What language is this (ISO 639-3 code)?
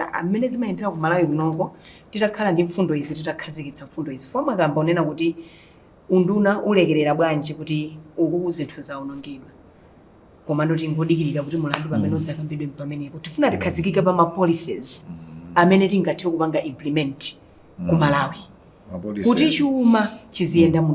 nya